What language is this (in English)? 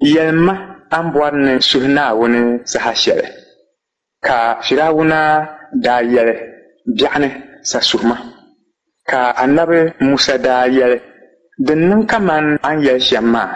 Dagbani